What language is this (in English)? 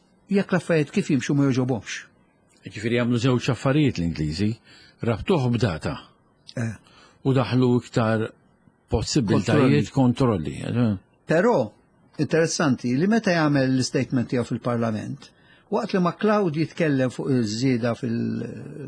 Maltese